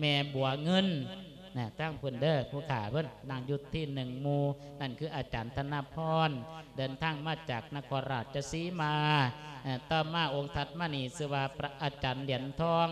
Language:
Lao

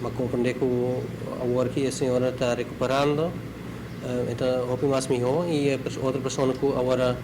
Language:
Papiamento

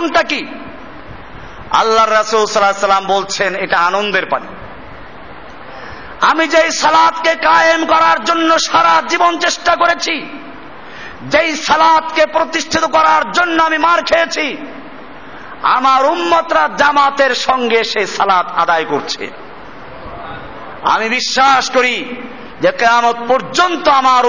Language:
Bangla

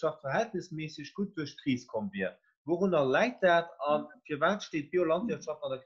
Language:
Luxembourgish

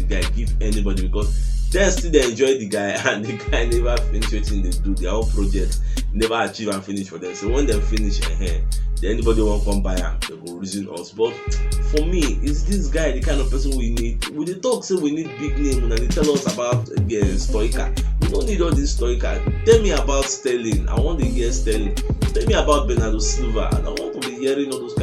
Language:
Nigerian Pidgin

